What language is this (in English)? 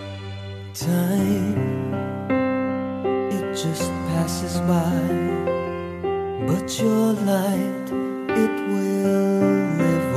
Filipino